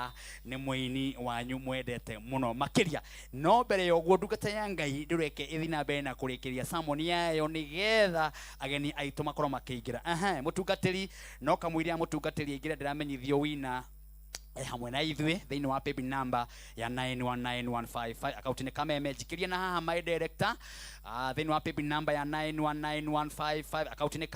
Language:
Kikuyu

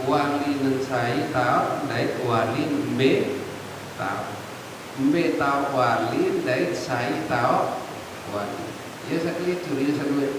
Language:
Sasak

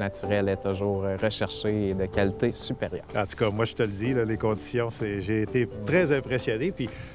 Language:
French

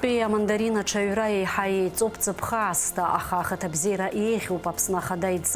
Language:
Abkhazian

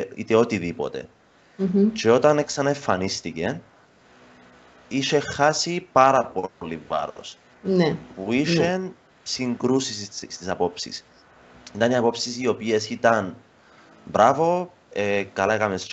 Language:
Greek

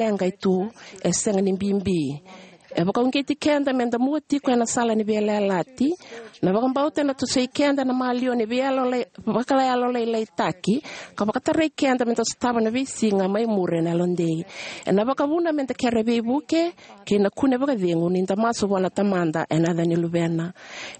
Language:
Fijian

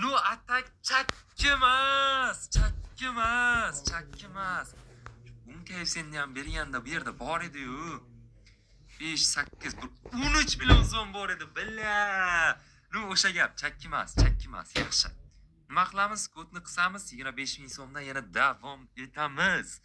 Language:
Uzbek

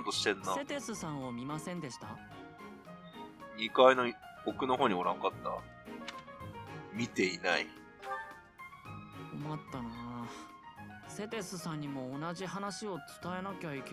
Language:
Japanese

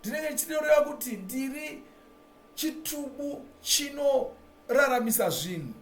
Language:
Shona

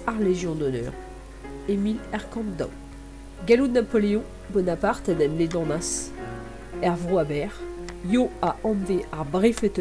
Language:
Breton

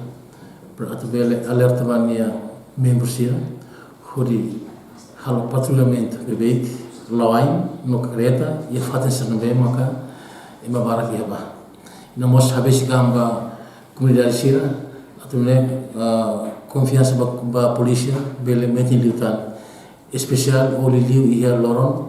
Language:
Tetum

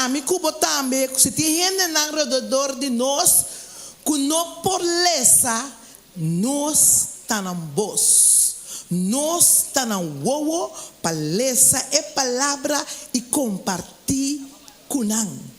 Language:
Papiamento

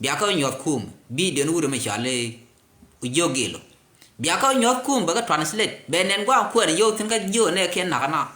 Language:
Nuer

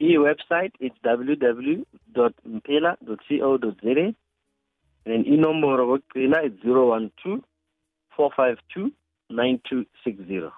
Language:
South Ndebele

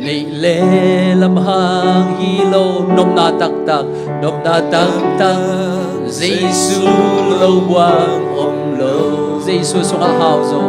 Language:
Tedim Chin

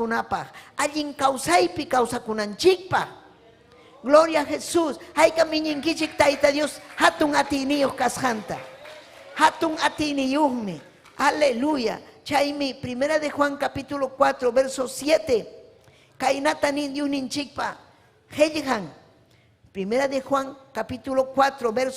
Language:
Ayacucho Quechua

